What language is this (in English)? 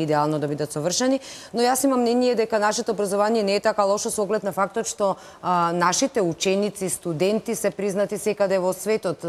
Macedonian